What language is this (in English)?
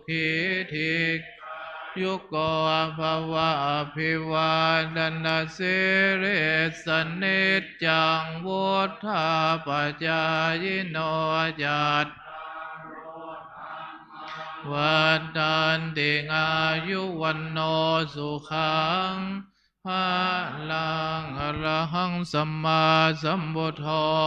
Pali